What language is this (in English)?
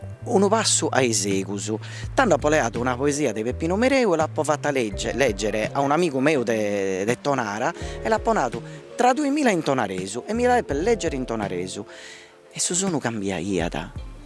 Sardinian